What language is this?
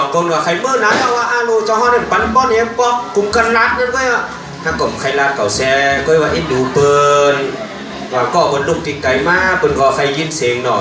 Shan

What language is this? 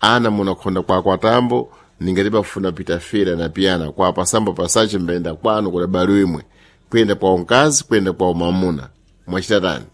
Sena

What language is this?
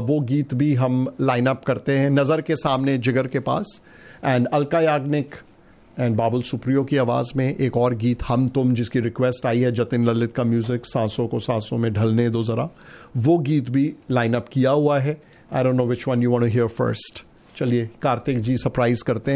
Hindi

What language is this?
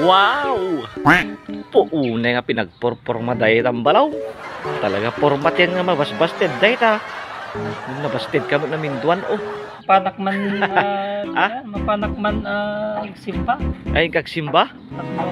Iloko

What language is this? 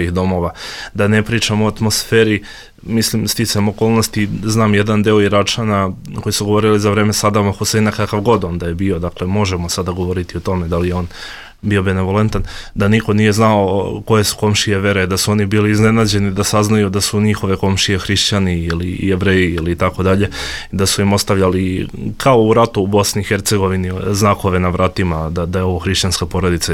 Bosnian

